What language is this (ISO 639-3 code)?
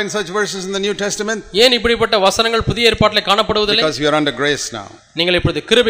tam